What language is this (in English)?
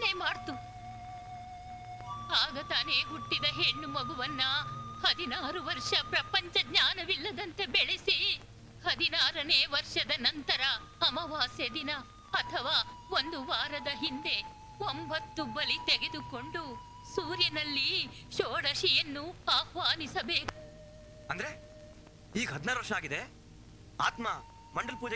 Kannada